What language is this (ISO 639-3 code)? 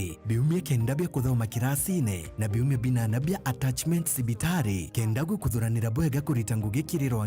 mer